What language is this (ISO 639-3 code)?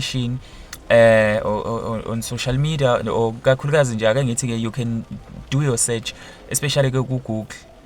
zul